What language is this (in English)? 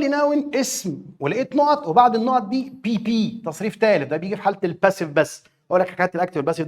Egyptian Arabic